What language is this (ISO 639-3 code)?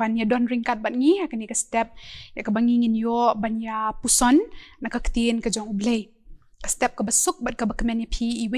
kha